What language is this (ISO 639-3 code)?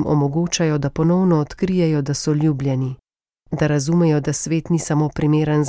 slv